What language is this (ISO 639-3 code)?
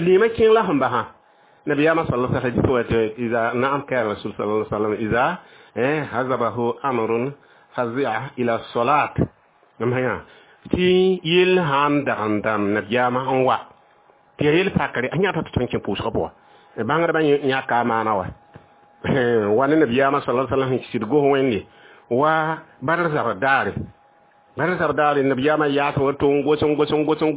mos